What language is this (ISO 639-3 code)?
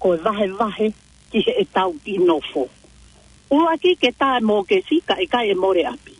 ton